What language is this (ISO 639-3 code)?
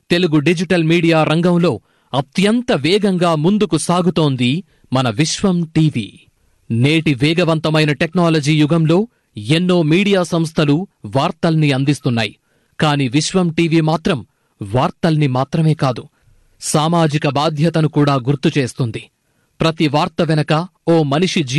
tel